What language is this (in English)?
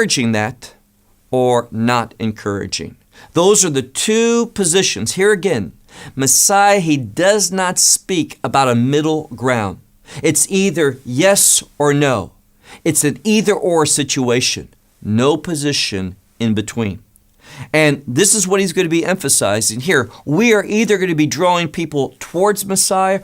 English